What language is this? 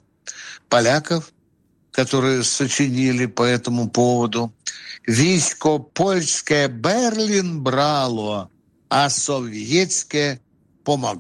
Russian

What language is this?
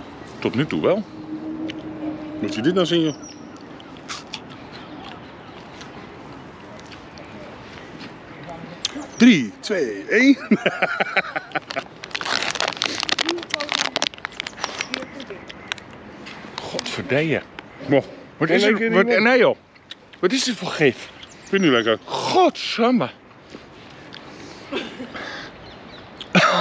Dutch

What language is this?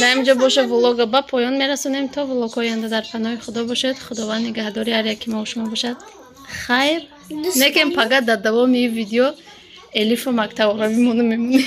Tajik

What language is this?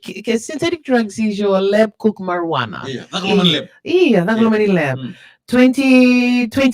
Fijian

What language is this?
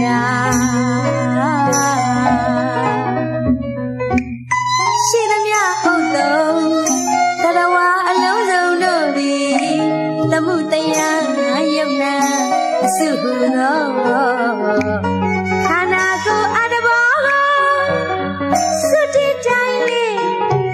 Burmese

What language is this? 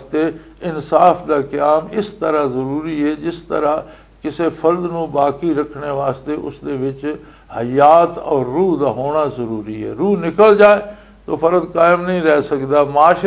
Western Panjabi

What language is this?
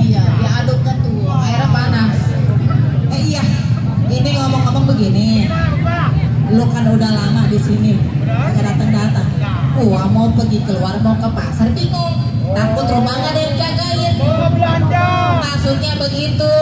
Betawi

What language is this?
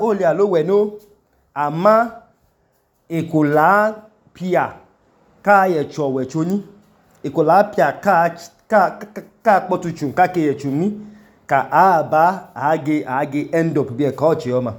Idoma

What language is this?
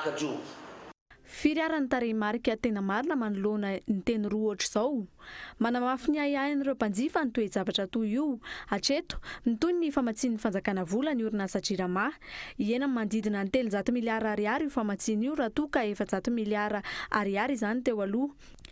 Malagasy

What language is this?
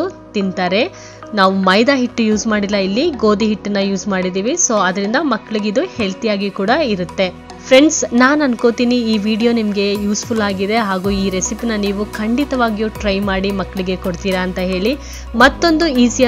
Kannada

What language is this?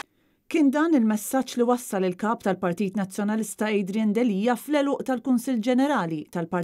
Maltese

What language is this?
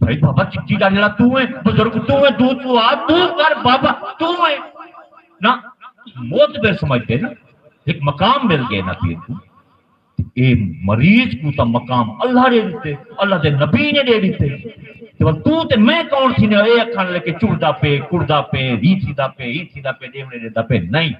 Saraiki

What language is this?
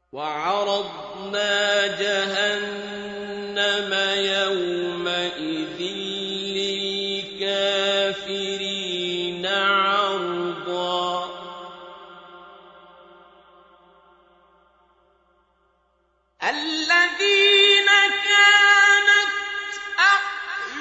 Arabic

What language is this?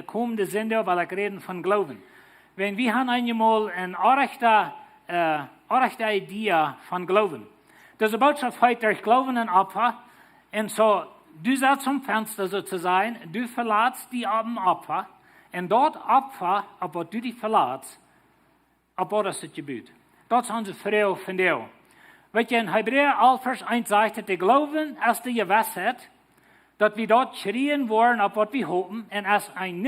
Plautdietsch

